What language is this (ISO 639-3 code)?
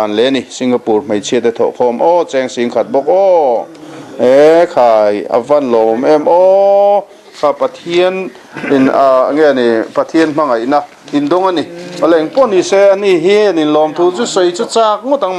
lus